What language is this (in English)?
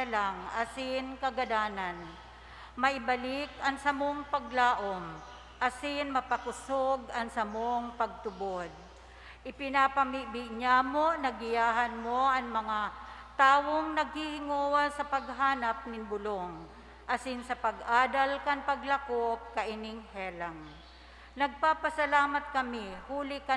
Bikol